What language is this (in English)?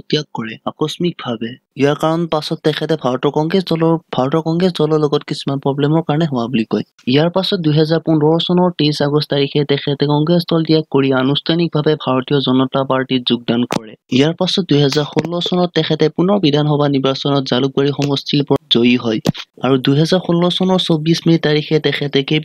Assamese